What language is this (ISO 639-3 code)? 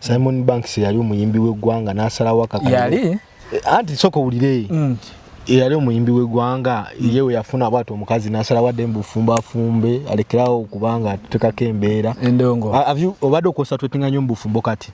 lug